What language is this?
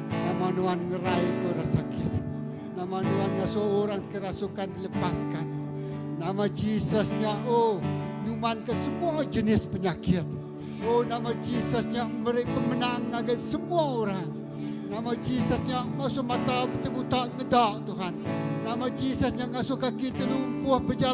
Iban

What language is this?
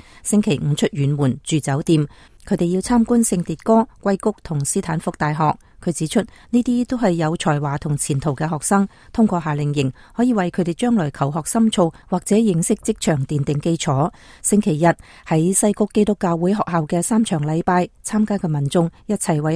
Cantonese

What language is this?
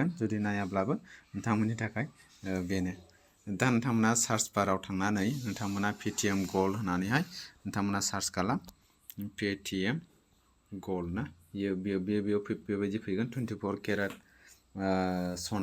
Bodo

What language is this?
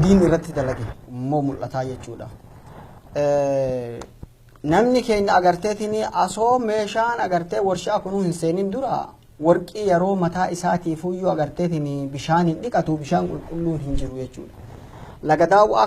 Oromo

